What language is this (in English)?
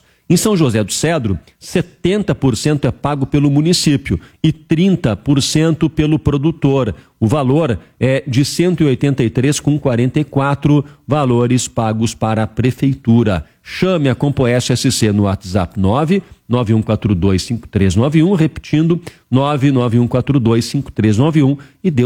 Portuguese